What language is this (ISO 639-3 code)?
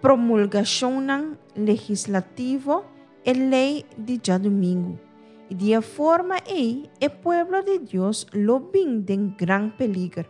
pap